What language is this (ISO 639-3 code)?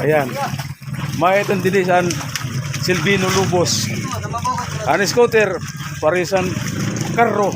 war